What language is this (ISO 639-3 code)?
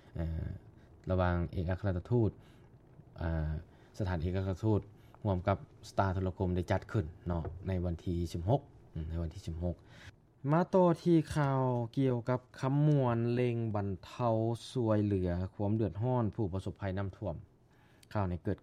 lao